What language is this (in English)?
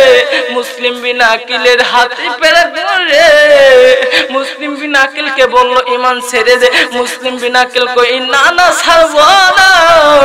Bangla